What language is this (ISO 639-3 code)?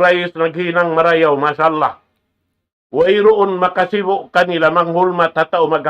tsg